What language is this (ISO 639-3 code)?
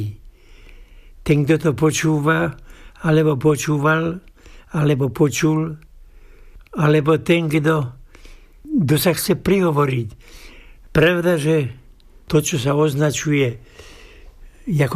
slk